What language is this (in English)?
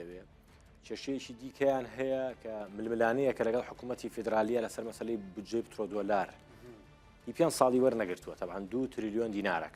Central Kurdish